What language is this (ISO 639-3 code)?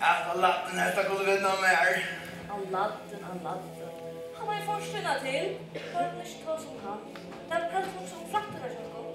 fao